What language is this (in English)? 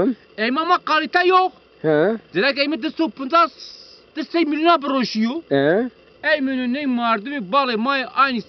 Zaza